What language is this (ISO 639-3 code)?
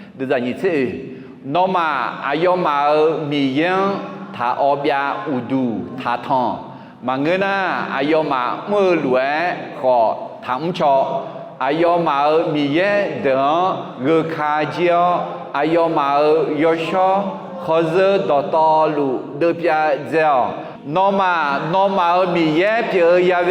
ahk